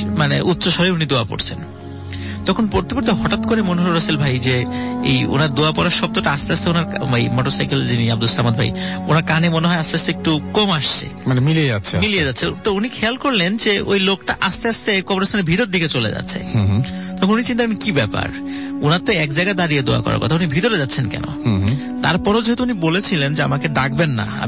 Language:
Bangla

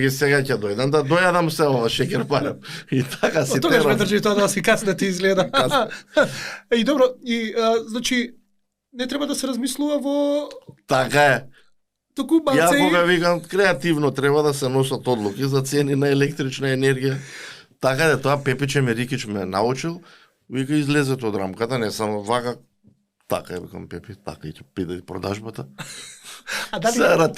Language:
Macedonian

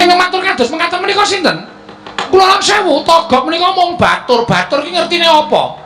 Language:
Javanese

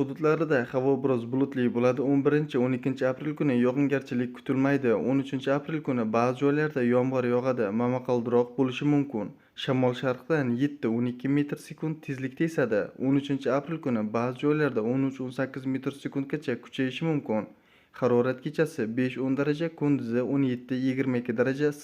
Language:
Uzbek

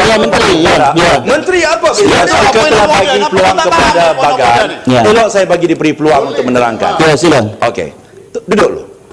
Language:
Malay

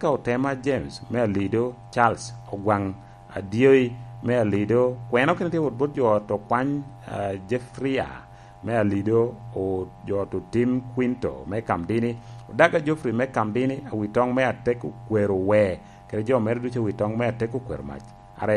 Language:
Lango (Uganda)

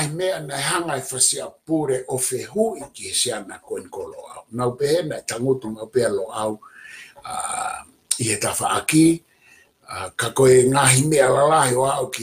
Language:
Tongan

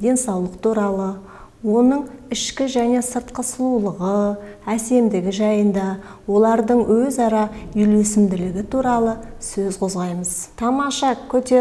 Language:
Kazakh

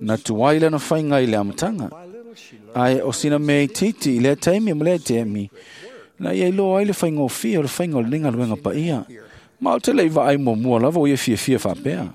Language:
Samoan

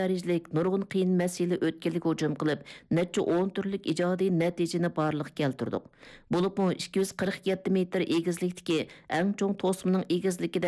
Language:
Uyghur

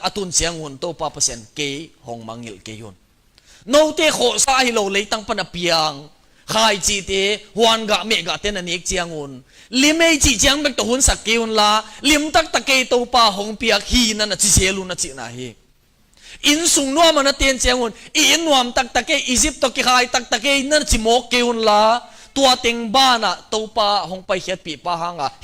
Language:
Tedim Chin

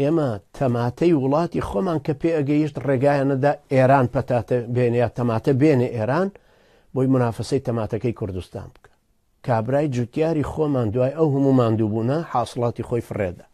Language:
Central Kurdish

